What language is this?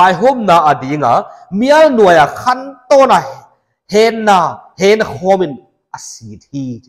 Paite Chin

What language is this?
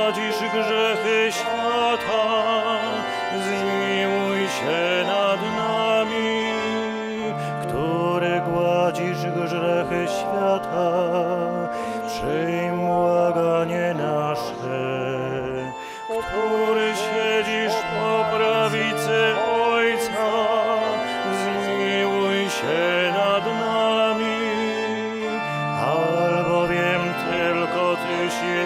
Polish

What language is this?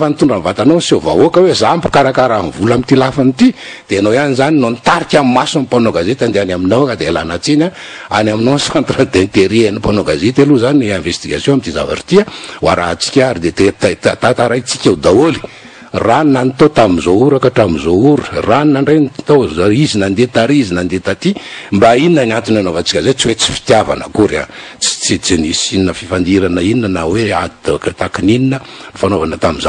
Malagasy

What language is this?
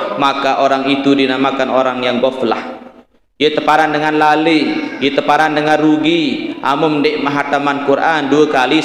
Sasak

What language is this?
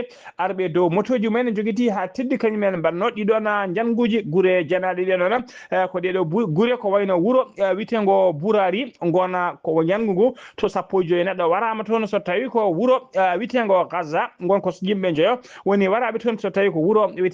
Fula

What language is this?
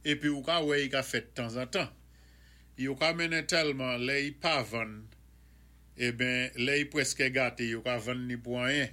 Saint Lucian Creole French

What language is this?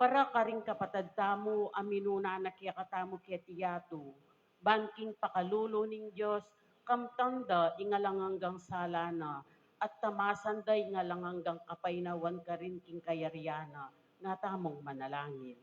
Pampanga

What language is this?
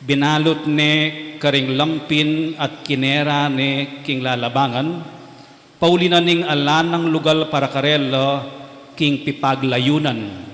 Pampanga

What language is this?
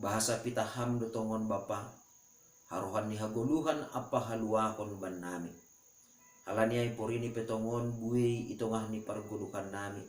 Batak Simalungun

